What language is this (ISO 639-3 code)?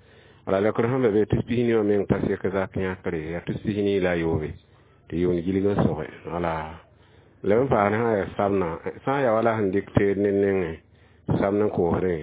mos